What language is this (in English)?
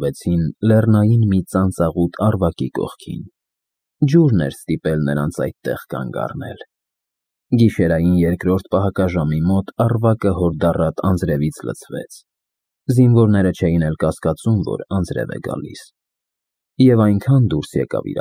Armenian